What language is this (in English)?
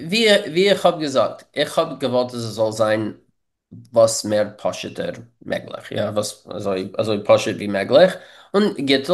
Yiddish